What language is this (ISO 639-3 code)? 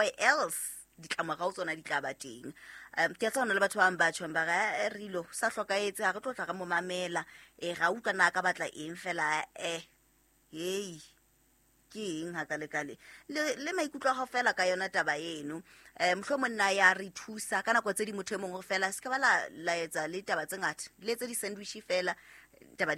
sot